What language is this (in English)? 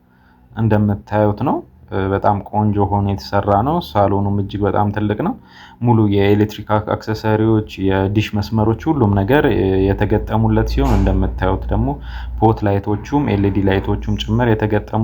Amharic